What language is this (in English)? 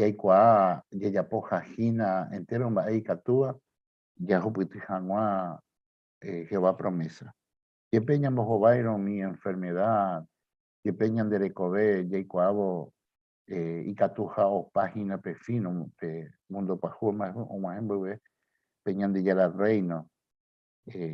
Guarani